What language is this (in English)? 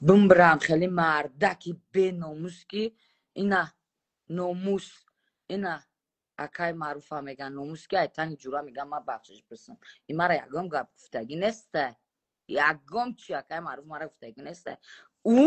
Tajik